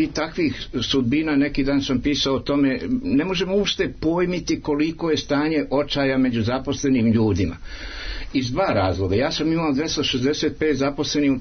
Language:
Serbian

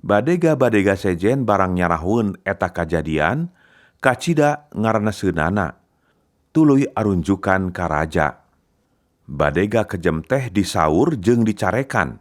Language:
Sundanese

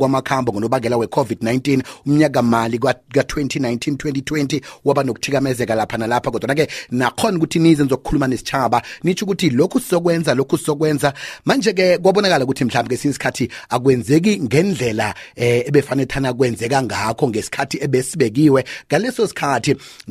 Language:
South Ndebele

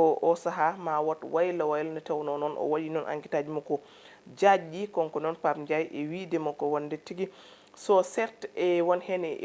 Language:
Fula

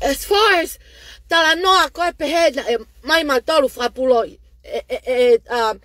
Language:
Tongan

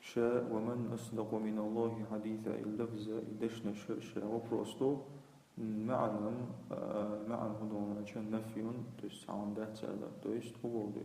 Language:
Chechen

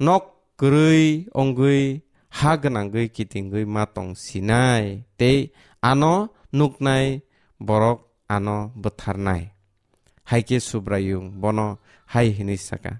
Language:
Kok Borok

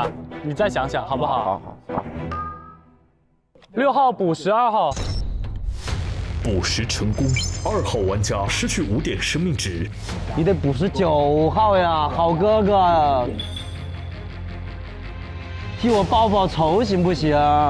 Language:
Chinese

